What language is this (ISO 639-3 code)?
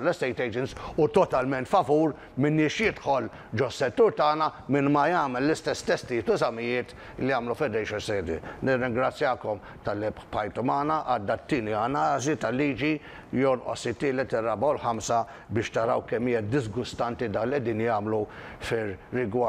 mlt